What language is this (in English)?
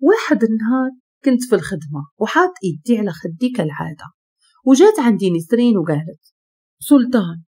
Moroccan Arabic